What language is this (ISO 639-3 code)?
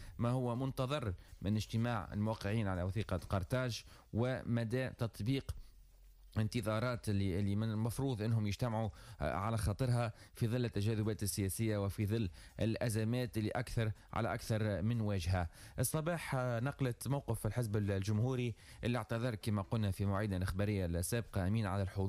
aeb